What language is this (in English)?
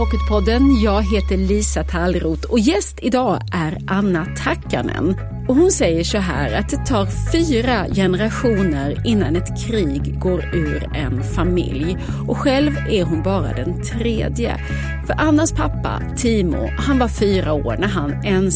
Swedish